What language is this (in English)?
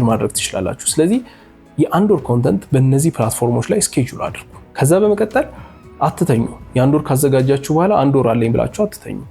Amharic